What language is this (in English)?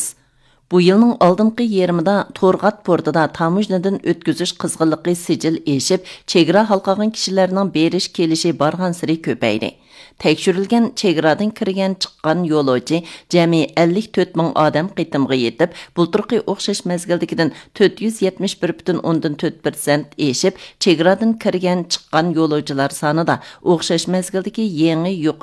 Uyghur